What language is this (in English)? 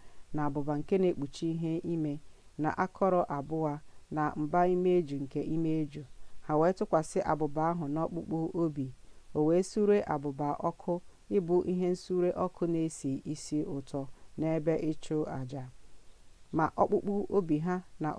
Igbo